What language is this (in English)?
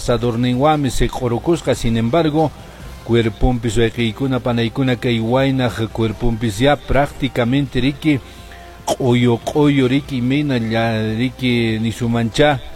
Quechua